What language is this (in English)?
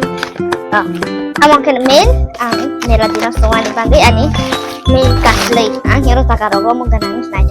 Kok Borok